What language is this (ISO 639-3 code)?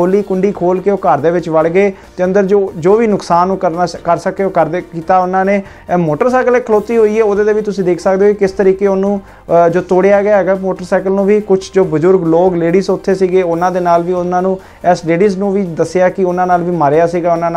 pan